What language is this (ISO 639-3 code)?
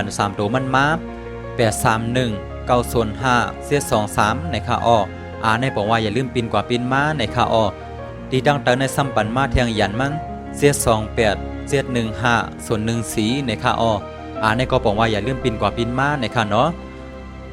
shn